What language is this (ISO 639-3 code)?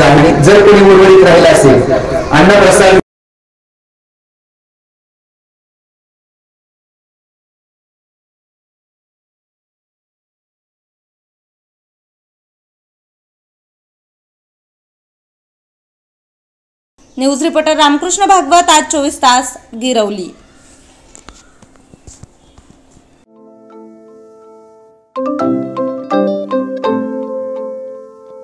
mar